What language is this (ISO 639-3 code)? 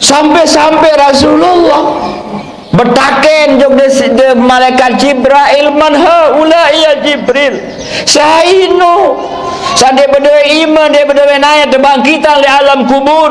sas